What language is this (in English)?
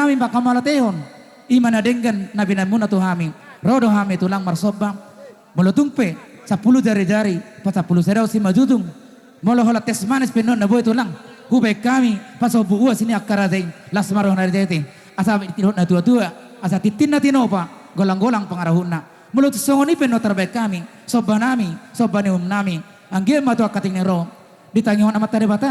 Batak Toba